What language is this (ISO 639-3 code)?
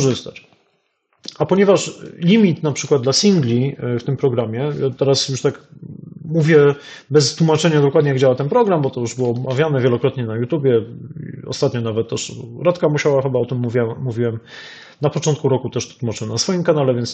pol